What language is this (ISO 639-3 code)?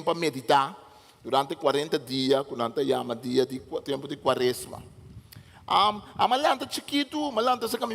pap